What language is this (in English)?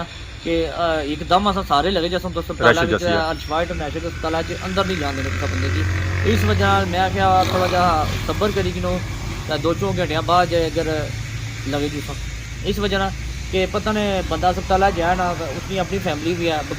Pahari-Potwari